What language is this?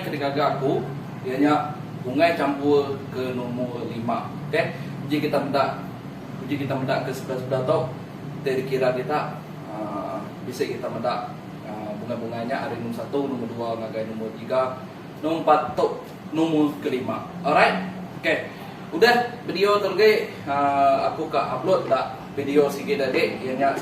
Iban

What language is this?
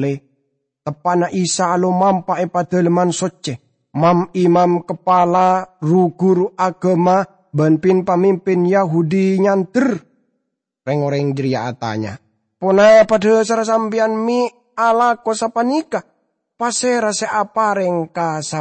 Madurese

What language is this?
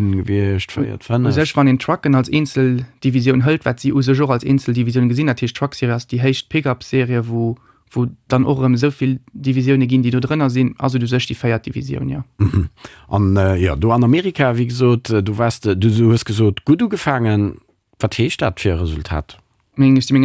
Luxembourgish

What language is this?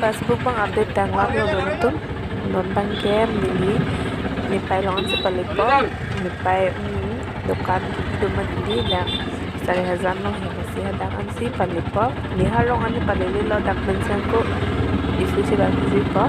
Karbi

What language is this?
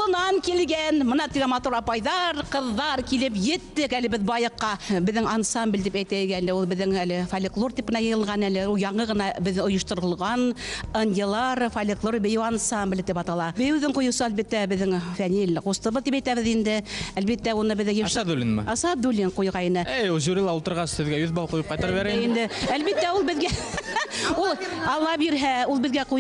Bashkir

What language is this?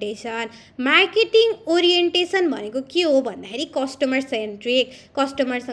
Nepali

